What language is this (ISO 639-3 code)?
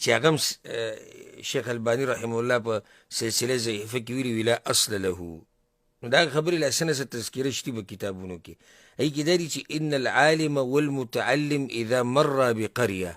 pus